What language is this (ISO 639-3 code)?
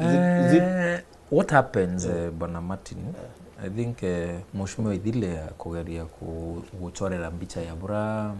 mer